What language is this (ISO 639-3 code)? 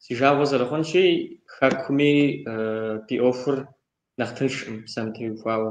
kbd